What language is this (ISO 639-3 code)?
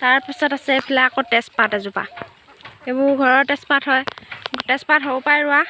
asm